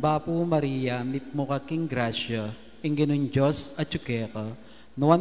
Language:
Pampanga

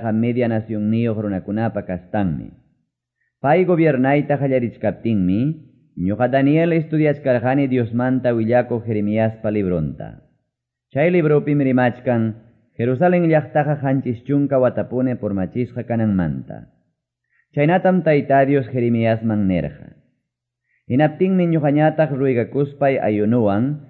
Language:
Quechua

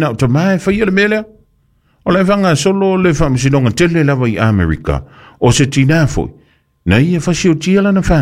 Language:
Samoan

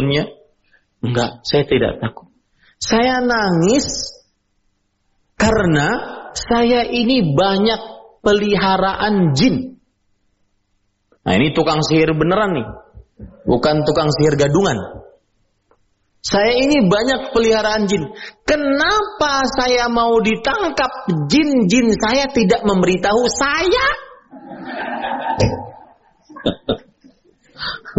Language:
Indonesian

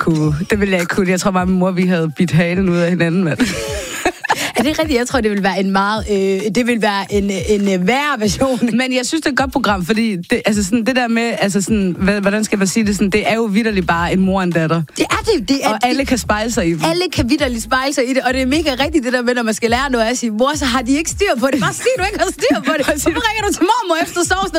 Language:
Danish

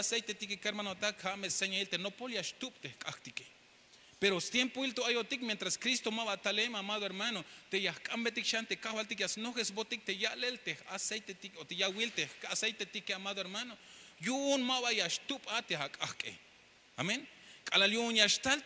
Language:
Tzeltal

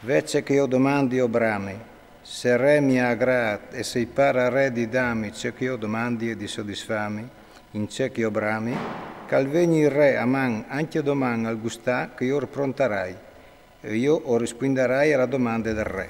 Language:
Friulian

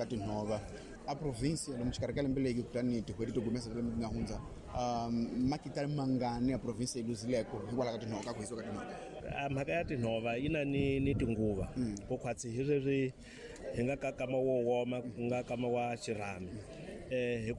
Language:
Tsonga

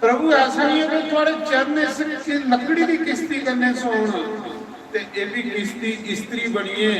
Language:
Dogri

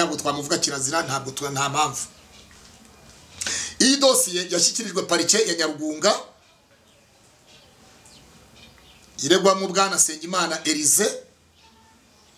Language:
Kinyarwanda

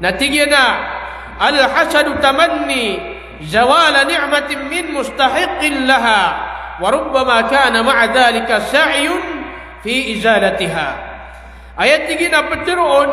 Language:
Maranao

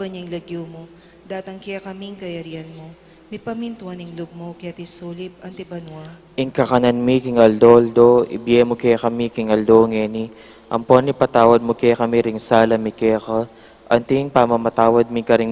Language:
Pampanga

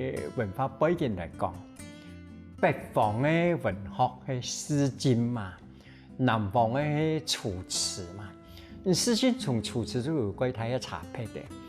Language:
Hakka Chinese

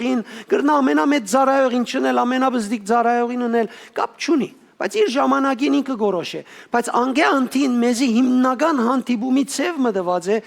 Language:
Western Armenian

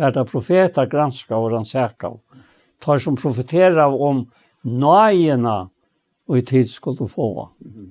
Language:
Faroese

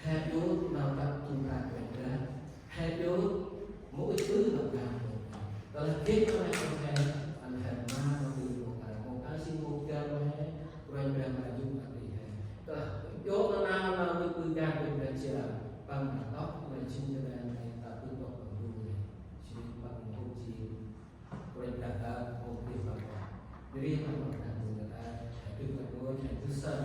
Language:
Central Mnong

